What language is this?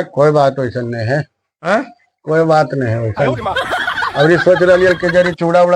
Magahi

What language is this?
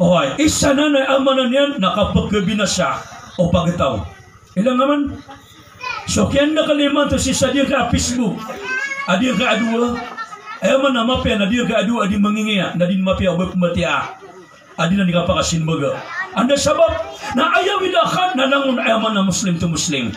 Maranao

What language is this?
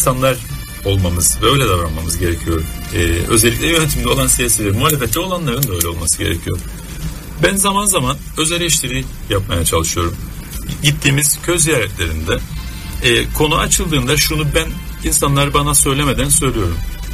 Turkish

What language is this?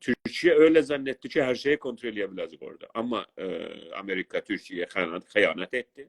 South Azerbaijani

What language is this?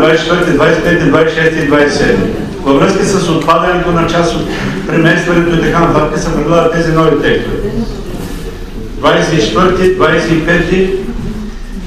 Bulgarian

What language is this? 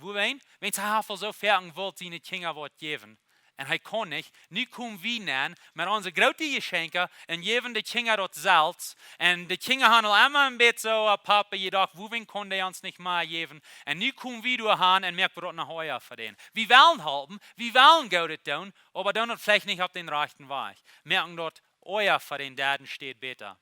Plautdietsch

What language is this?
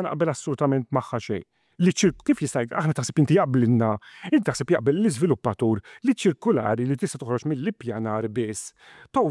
Maltese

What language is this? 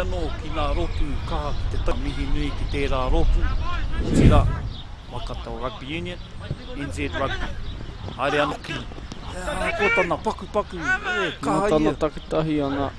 Māori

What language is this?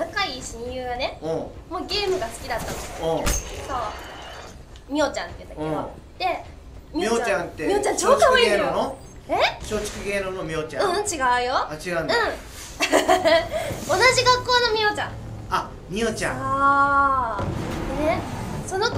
Japanese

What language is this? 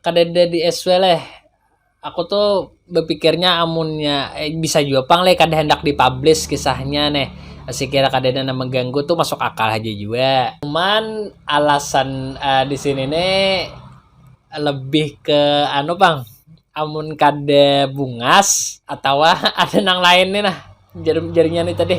Banjar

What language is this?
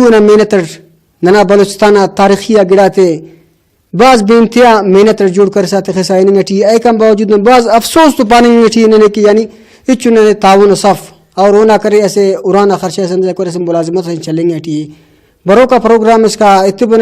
Brahui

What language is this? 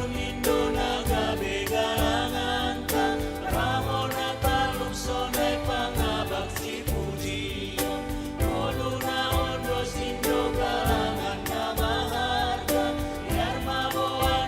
Batak Simalungun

